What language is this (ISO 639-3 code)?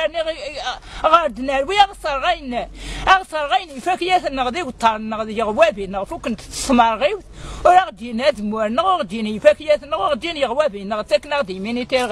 kab